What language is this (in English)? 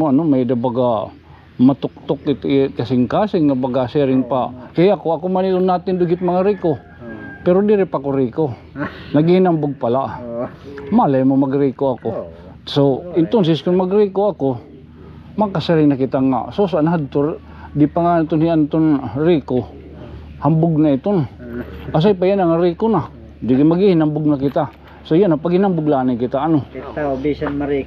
Waray